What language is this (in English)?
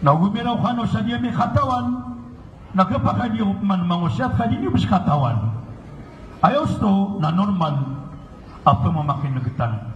Maranao